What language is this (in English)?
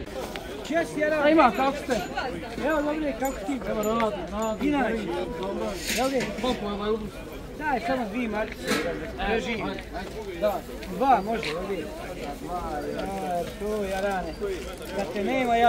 Bosnian